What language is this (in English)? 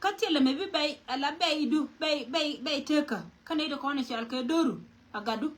Nuer